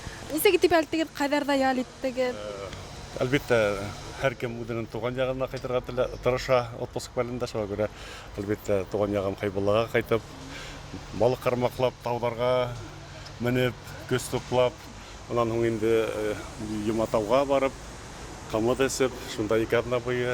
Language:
Bashkir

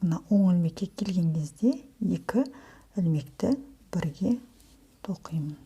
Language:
Kazakh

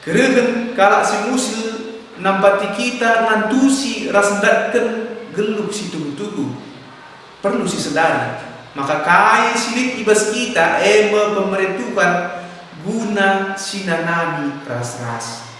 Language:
Batak Karo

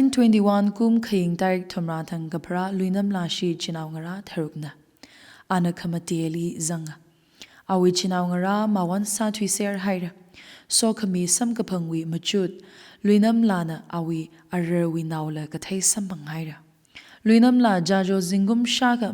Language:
Tangkhul Naga (India)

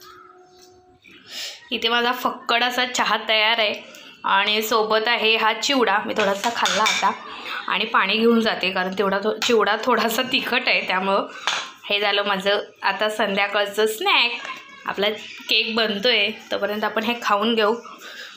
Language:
Marathi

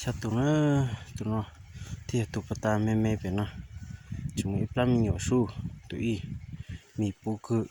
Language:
Hmong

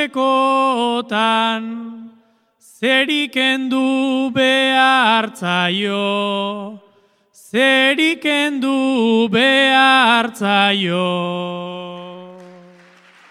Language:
Basque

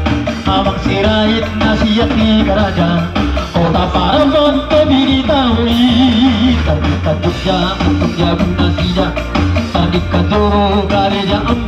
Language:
Batak Toba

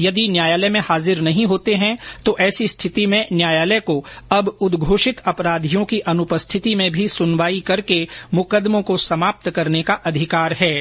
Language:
Hindi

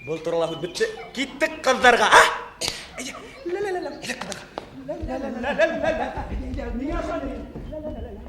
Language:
Bashkir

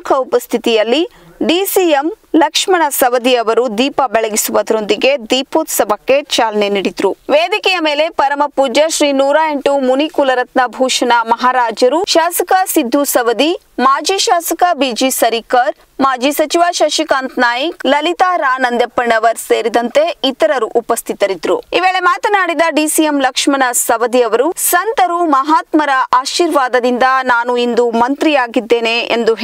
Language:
Kannada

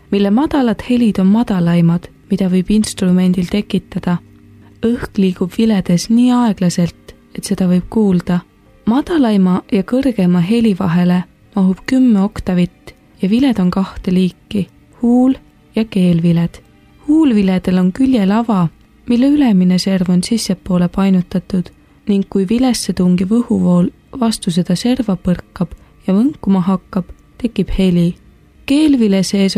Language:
Estonian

